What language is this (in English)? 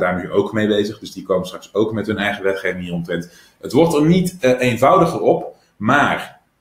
Dutch